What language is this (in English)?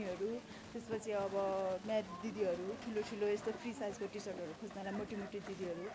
Nepali